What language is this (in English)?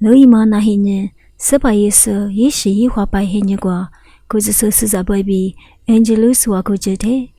Lisu